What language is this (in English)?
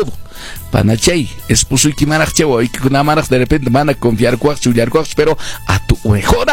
Quechua